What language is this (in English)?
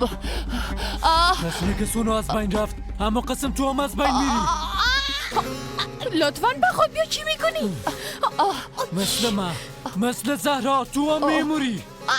Persian